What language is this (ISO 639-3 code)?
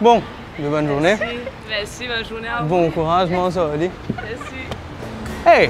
mfe